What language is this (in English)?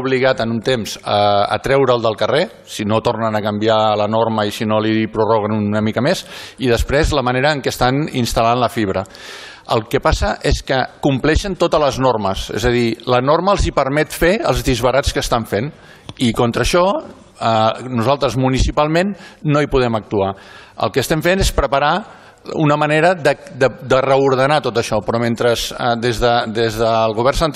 Catalan